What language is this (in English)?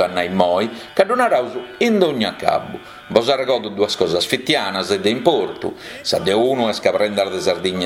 Sardinian